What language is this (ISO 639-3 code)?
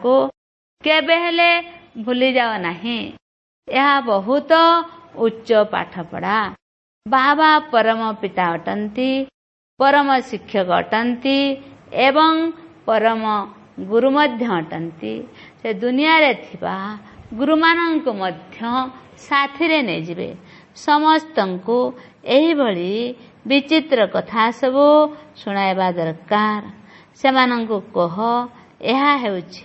ori